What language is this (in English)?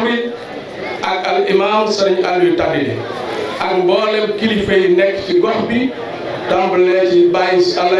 Wolof